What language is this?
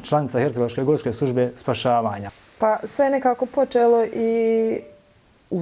Bosnian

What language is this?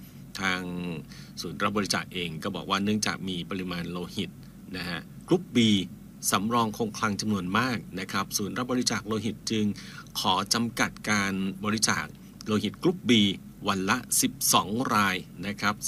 Thai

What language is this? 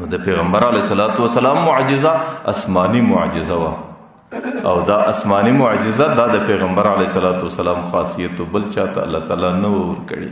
Pashto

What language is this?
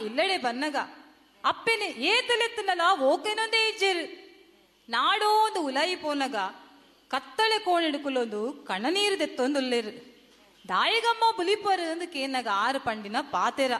Tulu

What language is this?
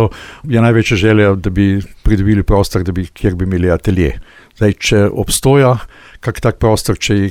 Slovenian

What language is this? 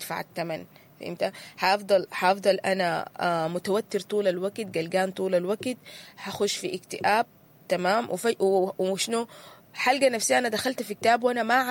Sudanese Arabic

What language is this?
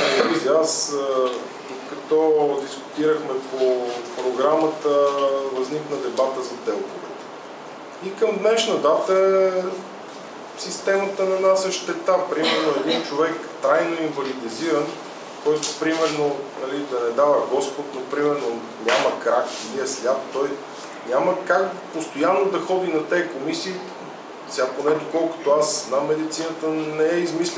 Bulgarian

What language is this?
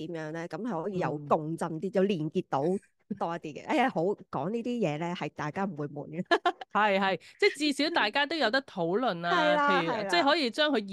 Cantonese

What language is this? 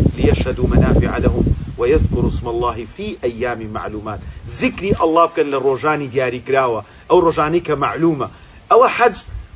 Central Kurdish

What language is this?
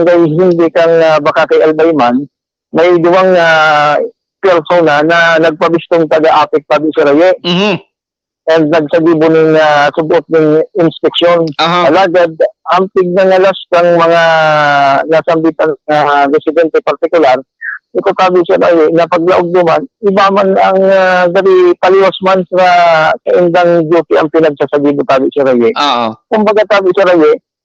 Bikol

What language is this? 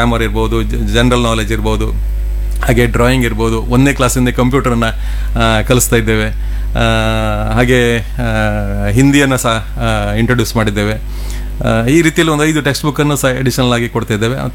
Kannada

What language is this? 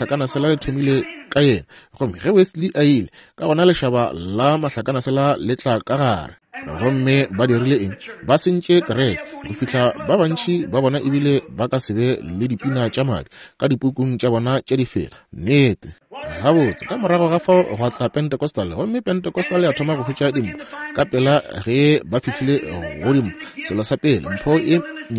Northern Sotho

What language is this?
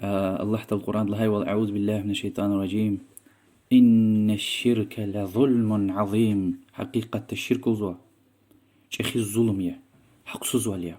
Lezghian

